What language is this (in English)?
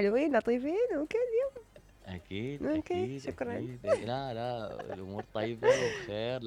Mesopotamian Arabic